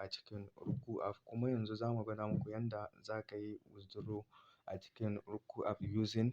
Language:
Hausa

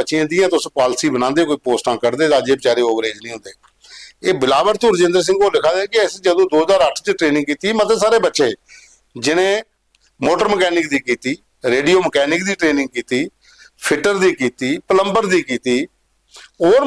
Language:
Dogri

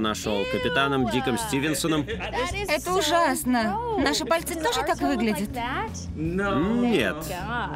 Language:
Russian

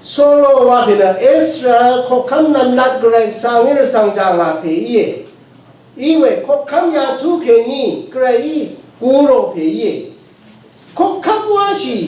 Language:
Rawang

